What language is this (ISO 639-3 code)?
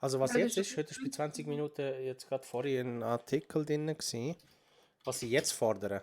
gsw